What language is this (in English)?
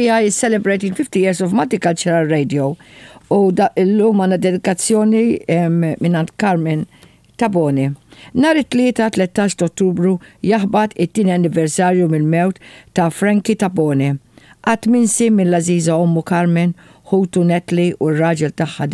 Maltese